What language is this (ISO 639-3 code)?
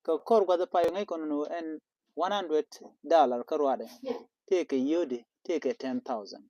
nus